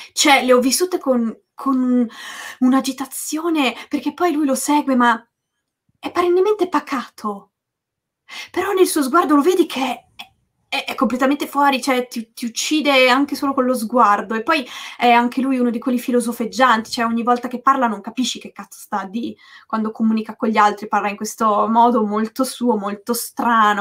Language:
Italian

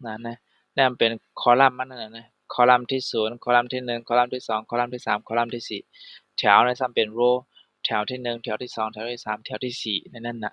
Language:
Shan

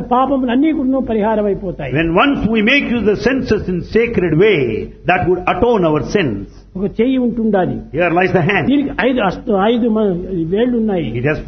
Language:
Telugu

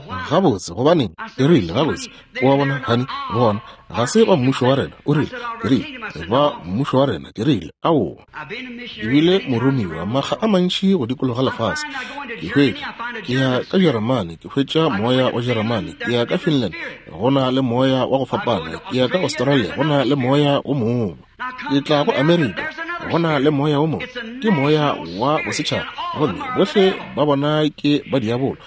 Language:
Northern Sotho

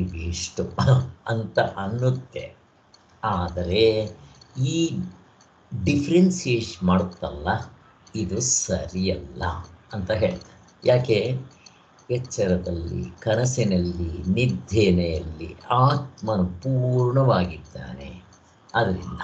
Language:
Kannada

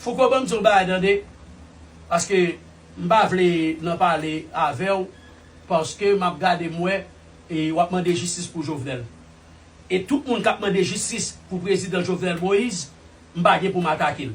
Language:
Haitian Creole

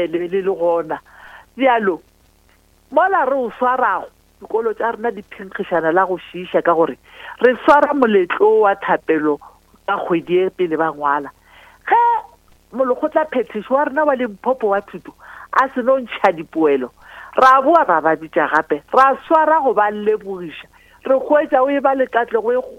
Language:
Northern Sotho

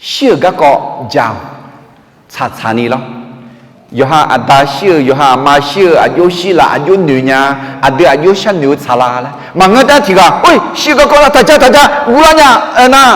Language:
Akha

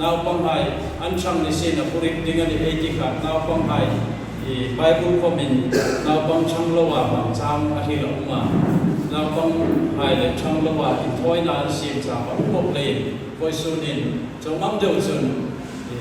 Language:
Hmar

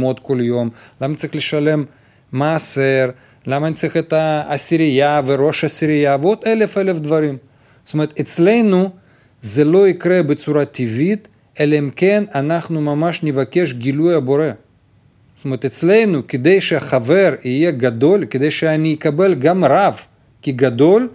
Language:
Hebrew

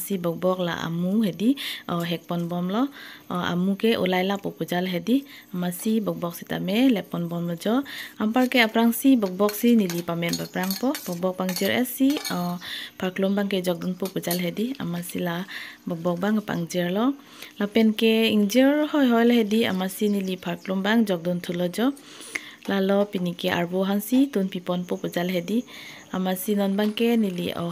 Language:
Karbi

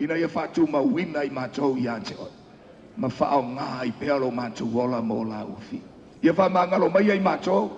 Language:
Samoan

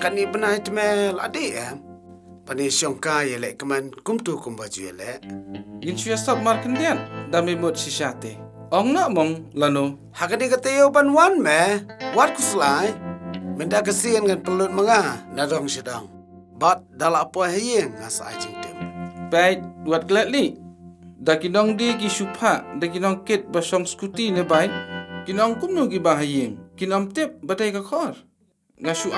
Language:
Khasi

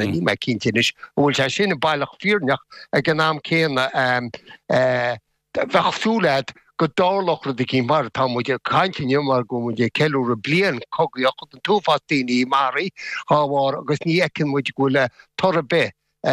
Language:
Irish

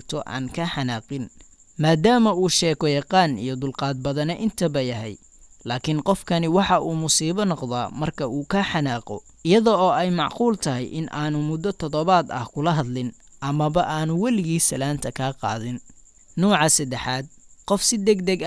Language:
Somali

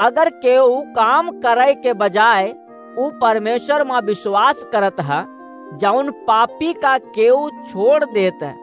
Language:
Awadhi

